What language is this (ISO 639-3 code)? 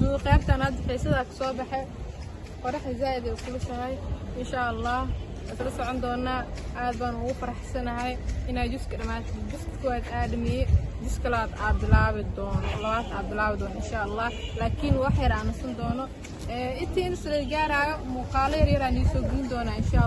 som